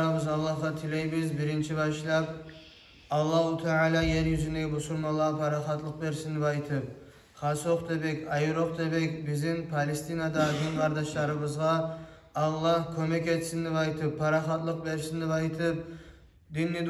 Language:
Kumyk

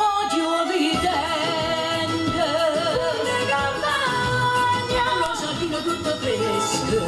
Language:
Neapolitan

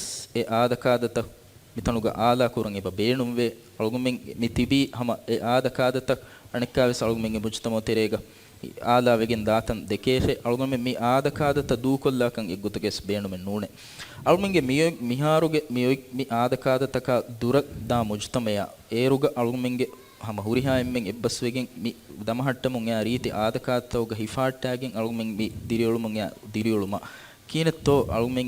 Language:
Divehi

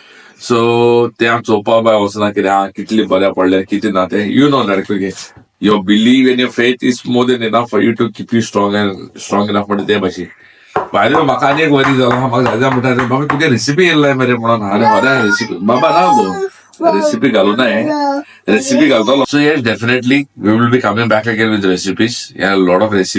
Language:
Konkani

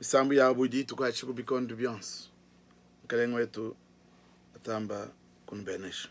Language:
Luba-Lulua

